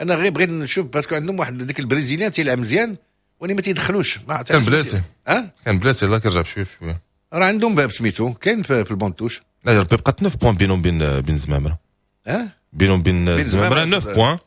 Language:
Moroccan Arabic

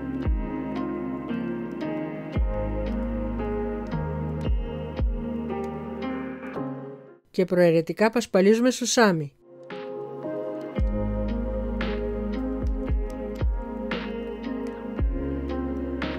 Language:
Greek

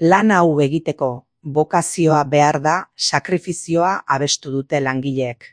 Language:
Basque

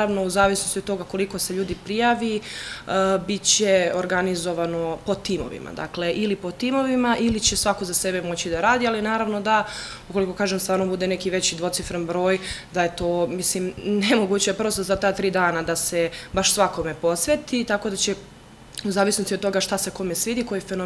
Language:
Serbian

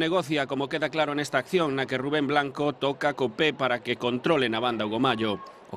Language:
Galician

